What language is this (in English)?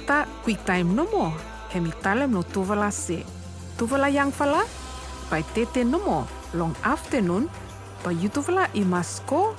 Bislama